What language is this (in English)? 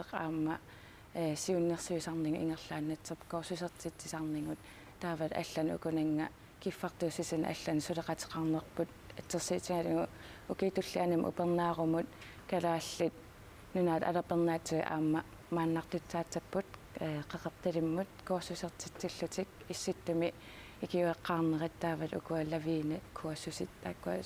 Kalaallisut